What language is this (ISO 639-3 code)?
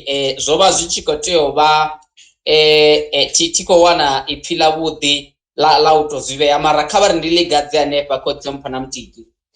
ven